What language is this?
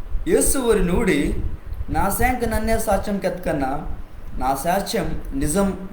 Koya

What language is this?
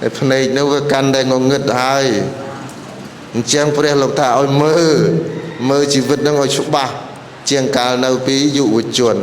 Khmer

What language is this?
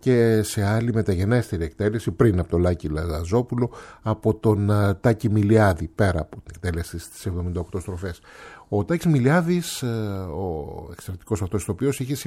Greek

